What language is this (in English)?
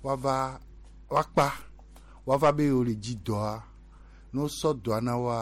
Gen